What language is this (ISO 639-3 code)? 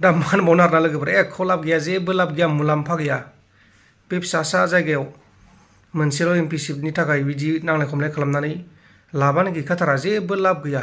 brx